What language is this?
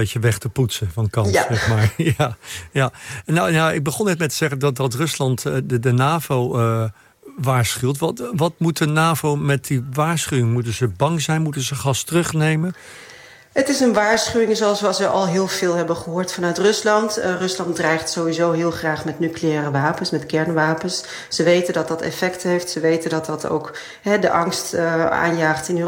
Dutch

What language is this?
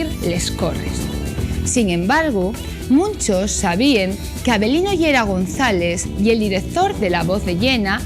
Asturian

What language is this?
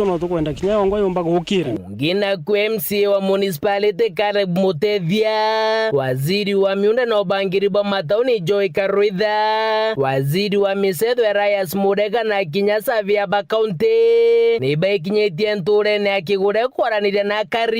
Meru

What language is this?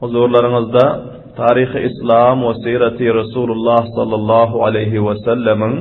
Turkmen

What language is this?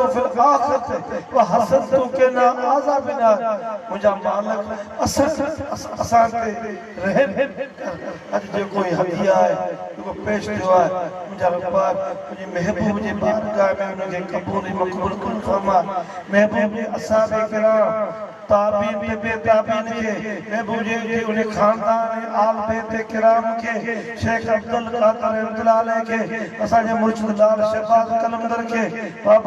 Sindhi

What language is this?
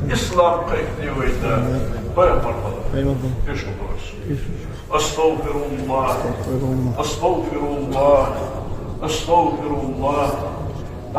Ingush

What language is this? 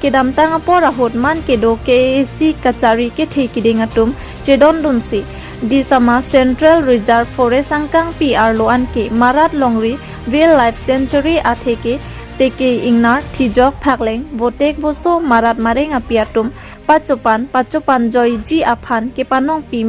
Karbi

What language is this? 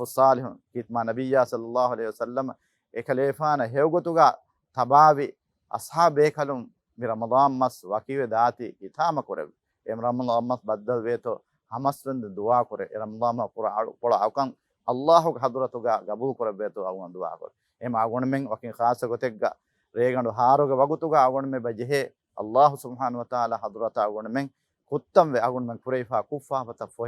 Divehi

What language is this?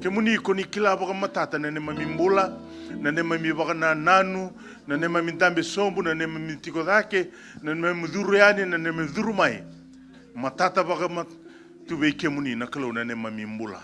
Fijian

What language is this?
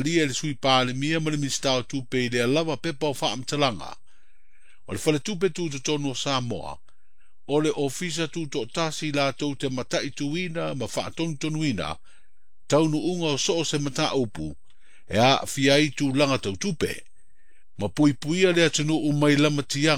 Samoan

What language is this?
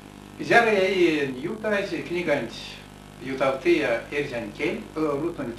Erzya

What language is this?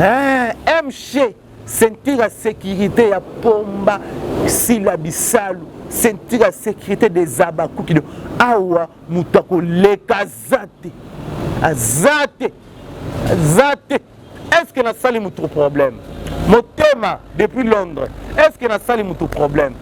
Lingala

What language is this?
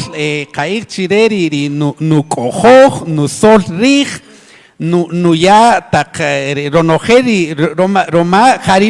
Kaqchikel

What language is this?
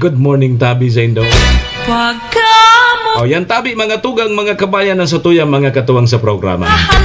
Bikol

